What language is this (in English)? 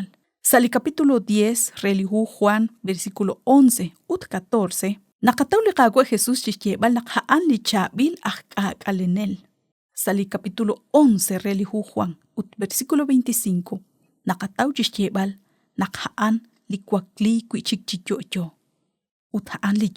Kekchí